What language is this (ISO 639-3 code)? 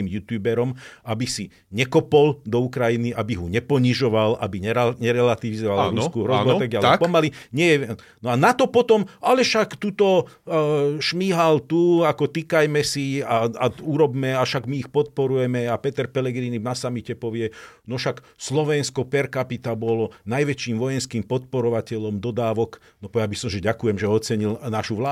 slk